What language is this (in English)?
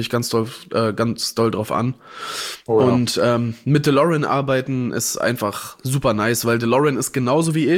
German